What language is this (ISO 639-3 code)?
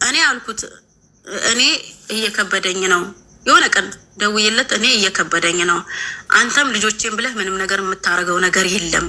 amh